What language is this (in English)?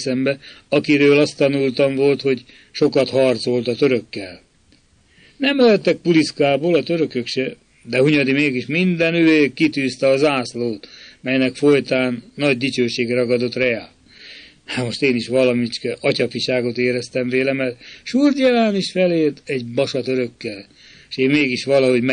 Hungarian